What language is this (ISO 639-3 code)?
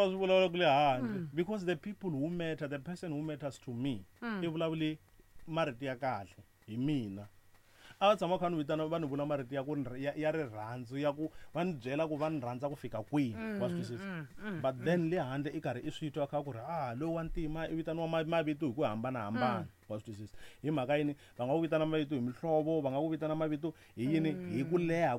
tso